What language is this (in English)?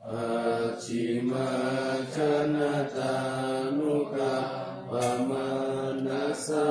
Pali